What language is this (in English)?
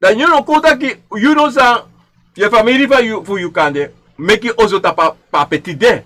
Sranan Tongo